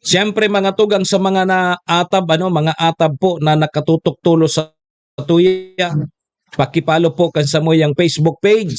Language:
Bikol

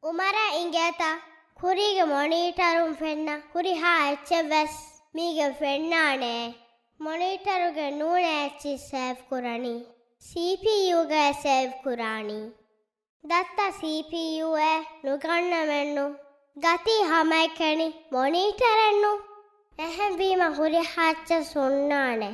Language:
Divehi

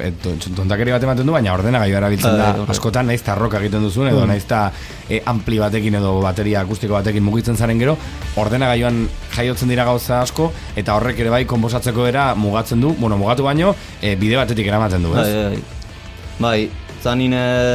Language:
Basque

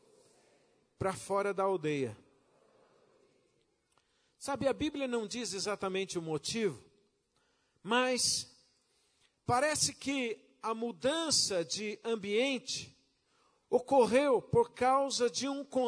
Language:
Portuguese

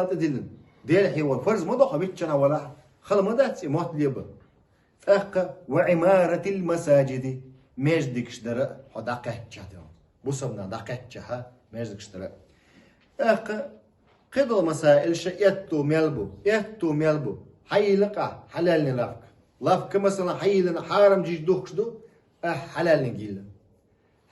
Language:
Chechen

